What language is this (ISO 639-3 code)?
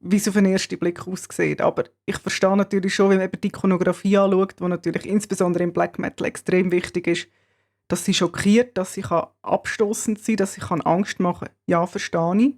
gsw